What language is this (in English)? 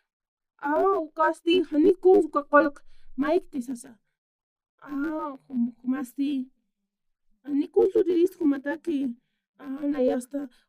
Aymara